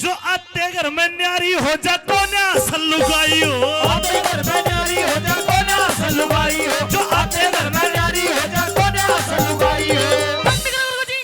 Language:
Haryanvi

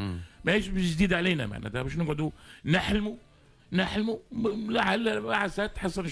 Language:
Tunisian Arabic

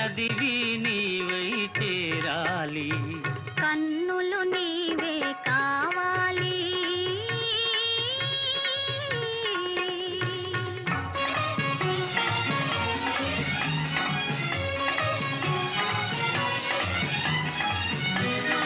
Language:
Telugu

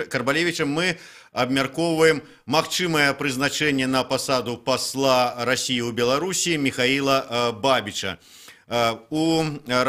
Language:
Belarusian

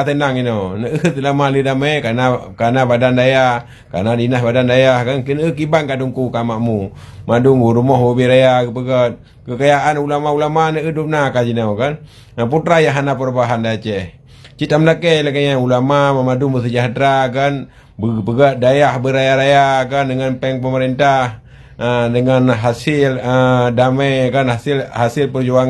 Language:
Achinese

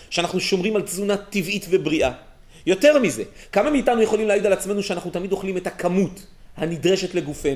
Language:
Hebrew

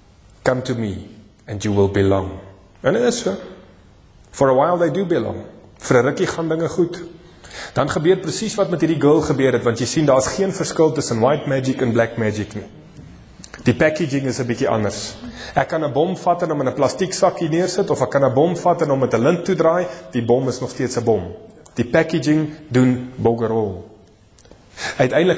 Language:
Afrikaans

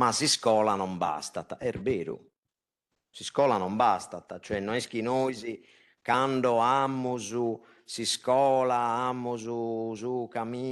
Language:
Sardinian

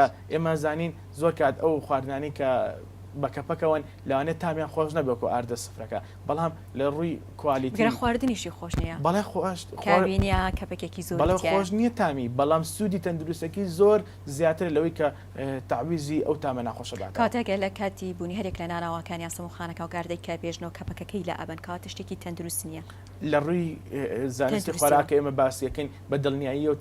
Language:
Central Kurdish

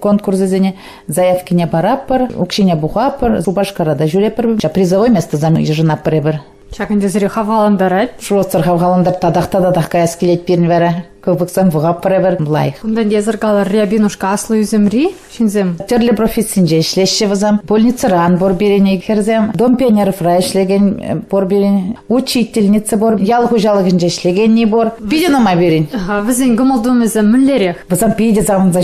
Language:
Chuvash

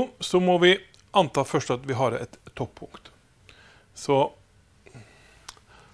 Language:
Norwegian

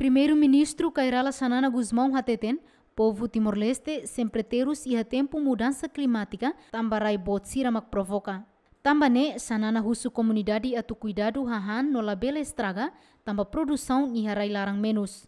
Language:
Tetum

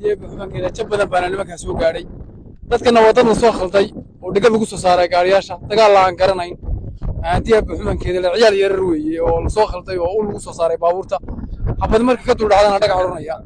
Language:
Somali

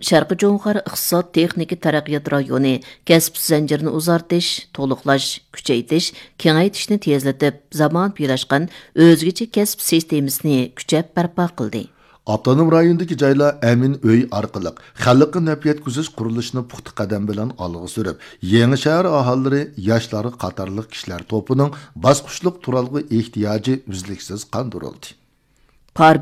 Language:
Uyghur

